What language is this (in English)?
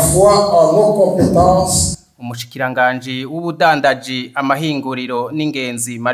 Rundi